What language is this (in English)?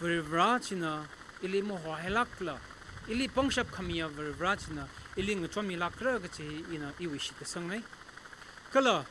Tangkhul Naga (India)